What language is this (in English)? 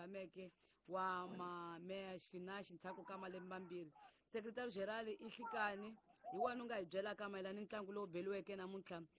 Tsonga